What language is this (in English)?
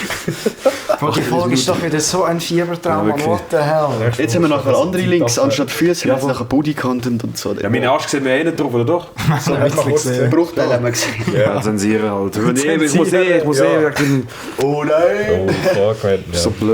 Swiss German